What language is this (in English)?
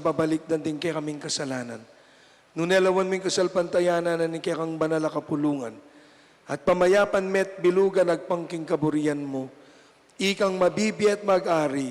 Pampanga